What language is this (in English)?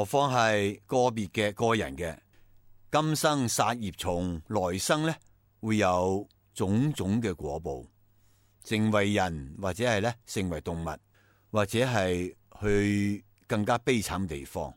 Cantonese